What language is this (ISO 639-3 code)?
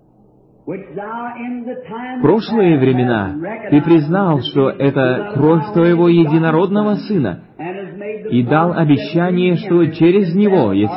rus